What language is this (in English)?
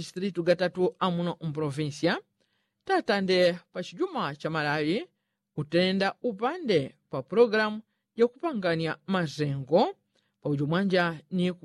Yao